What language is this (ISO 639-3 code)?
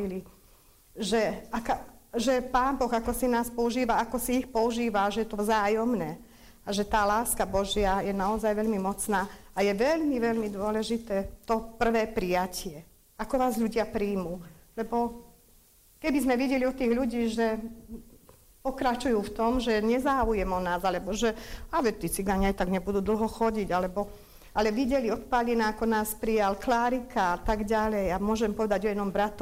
slk